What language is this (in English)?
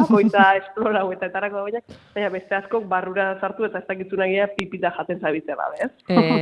Basque